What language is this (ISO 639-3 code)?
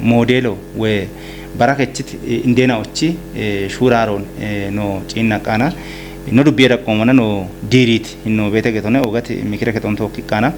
kbr